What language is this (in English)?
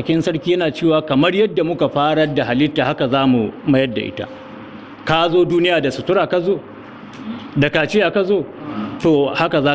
Hausa